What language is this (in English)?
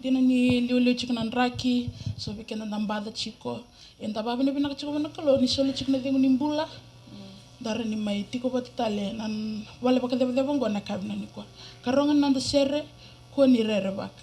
Fijian